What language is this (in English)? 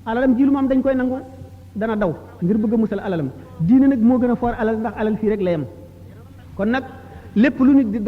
Wolof